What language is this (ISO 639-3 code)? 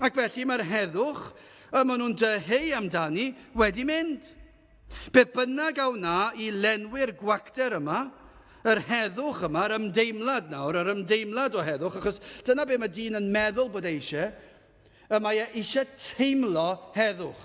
cym